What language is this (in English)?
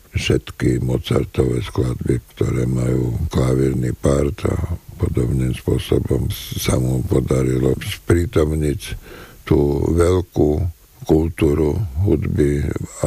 Slovak